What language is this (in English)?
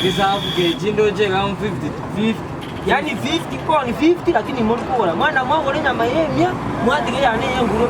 Gusii